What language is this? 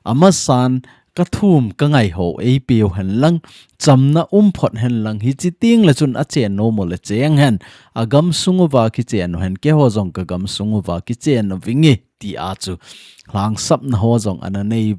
Thado Chin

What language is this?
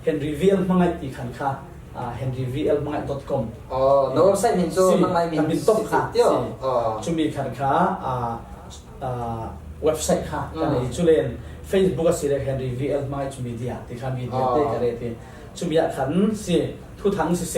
Falam Chin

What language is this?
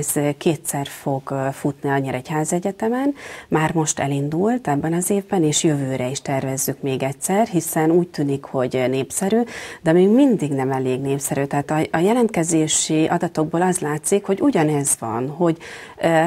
Hungarian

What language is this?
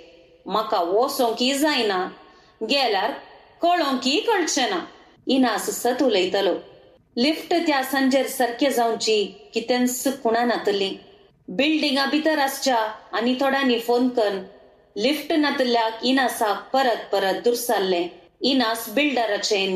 Konkani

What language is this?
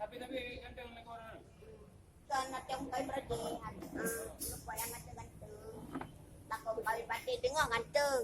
Achinese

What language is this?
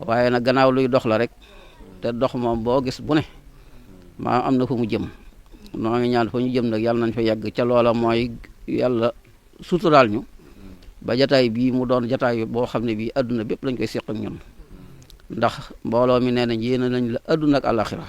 Wolof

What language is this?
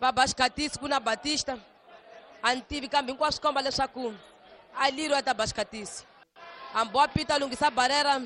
Tsonga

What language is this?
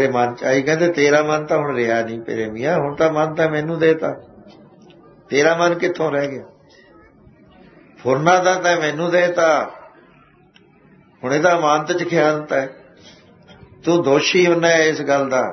Punjabi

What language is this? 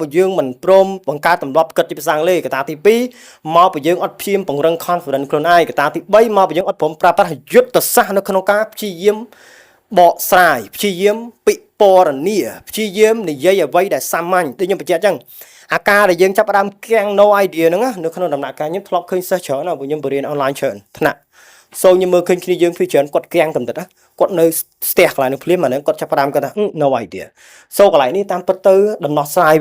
Khmer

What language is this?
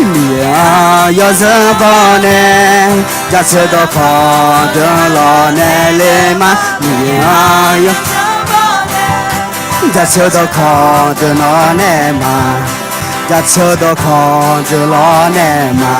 Akha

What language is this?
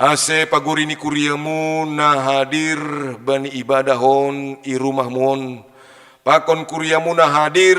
Batak Simalungun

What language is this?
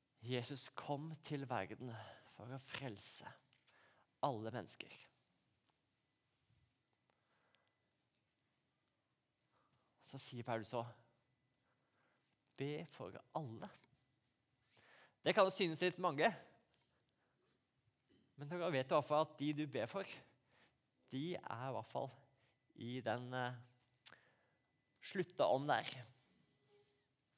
Norwegian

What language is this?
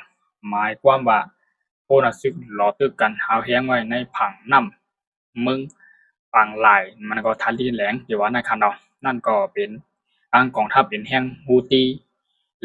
Shan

